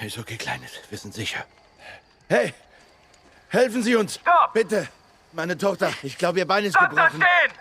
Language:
Bavarian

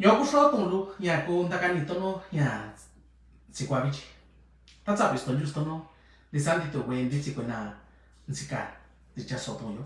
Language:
Mixtepec Mixtec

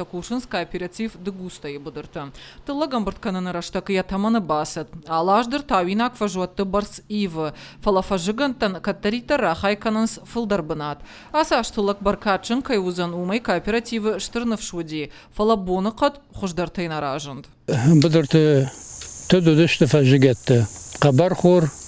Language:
Ossetic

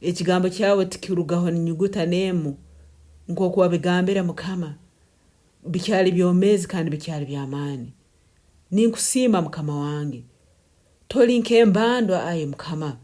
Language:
Nyankole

